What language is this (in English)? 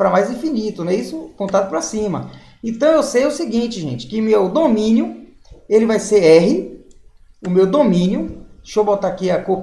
Portuguese